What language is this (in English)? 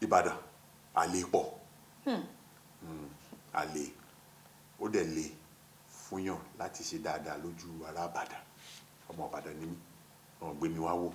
Yoruba